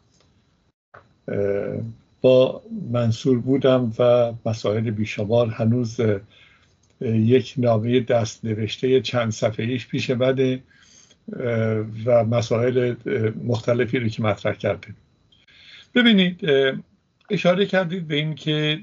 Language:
Persian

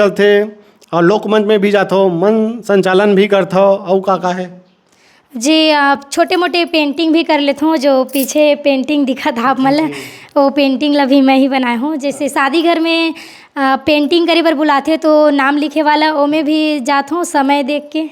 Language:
Chhattisgarhi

